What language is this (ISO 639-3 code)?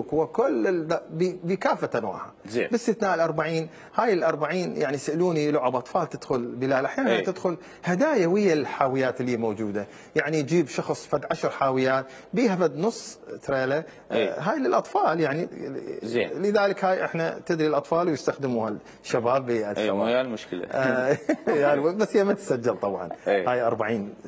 acm